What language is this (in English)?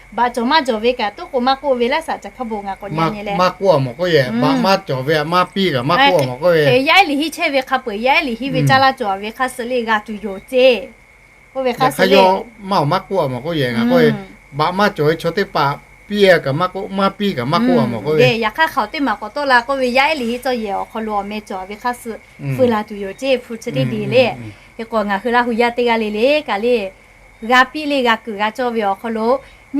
Lahu